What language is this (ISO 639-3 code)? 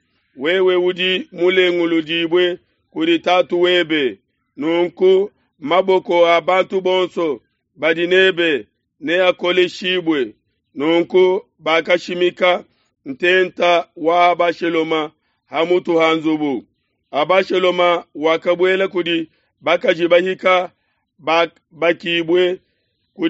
lua